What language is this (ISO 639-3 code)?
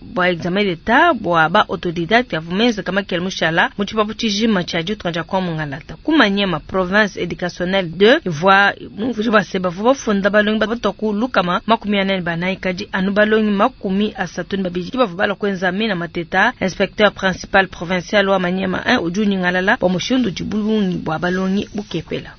lua